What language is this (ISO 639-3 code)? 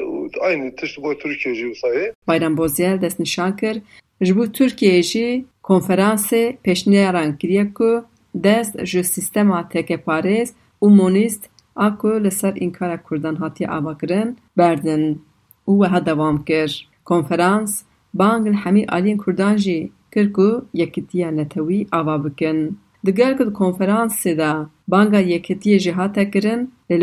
kur